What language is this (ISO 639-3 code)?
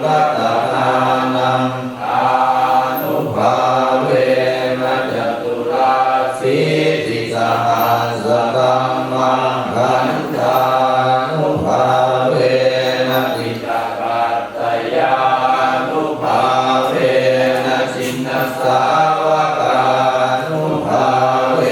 pli